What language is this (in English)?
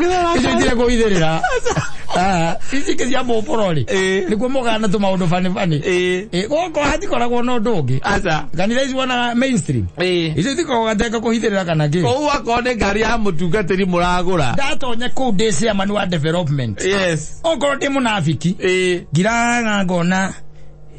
Kikuyu